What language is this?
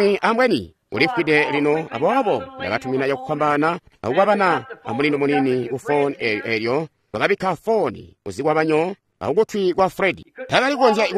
Tonga (Zambia)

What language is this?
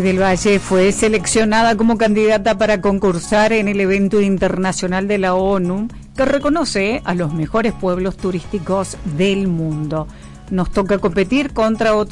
Spanish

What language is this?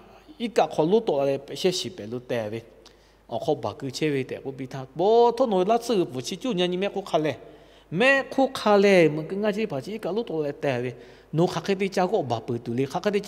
Lahu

